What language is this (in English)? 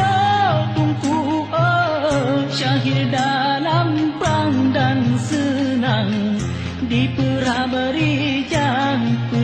Achinese